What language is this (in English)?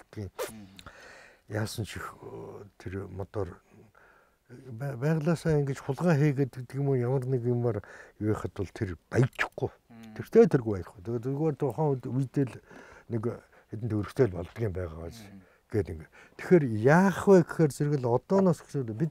Mongolian